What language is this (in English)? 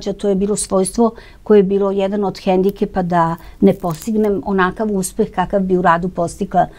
Serbian